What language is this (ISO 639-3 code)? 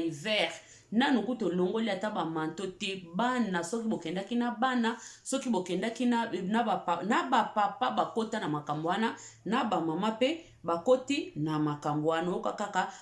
lin